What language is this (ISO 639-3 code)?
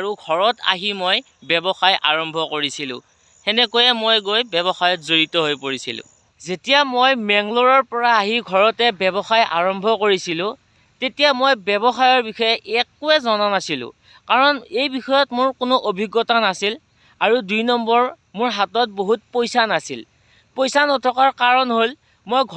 asm